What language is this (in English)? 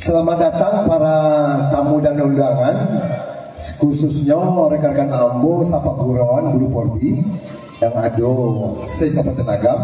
Minangkabau